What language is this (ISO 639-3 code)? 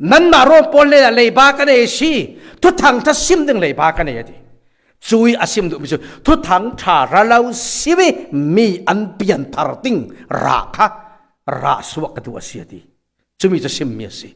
cfm